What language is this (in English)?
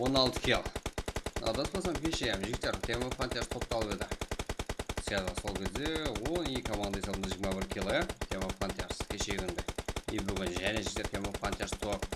Kara-Kalpak